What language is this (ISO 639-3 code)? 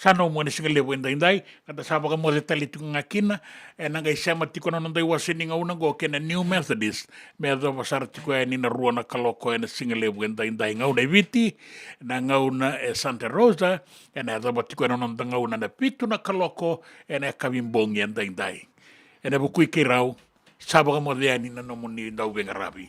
fij